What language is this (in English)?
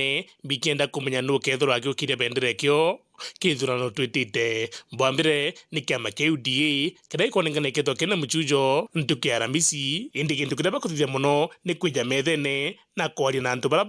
Meru